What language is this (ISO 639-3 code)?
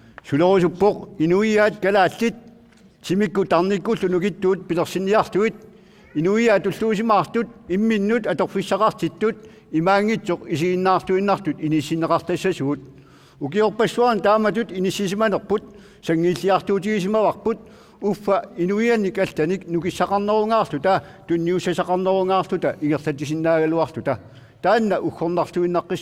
kal